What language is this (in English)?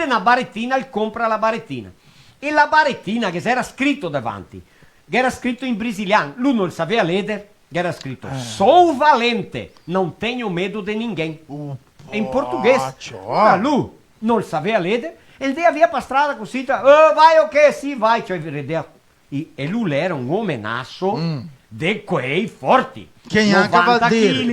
Venetian